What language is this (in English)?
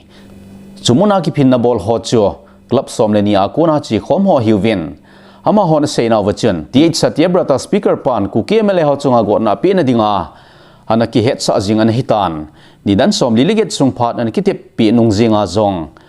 Thado Chin